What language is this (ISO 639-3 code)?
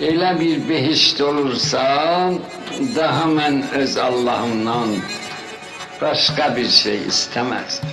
azb